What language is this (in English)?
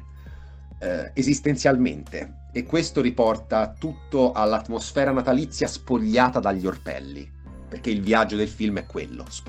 Italian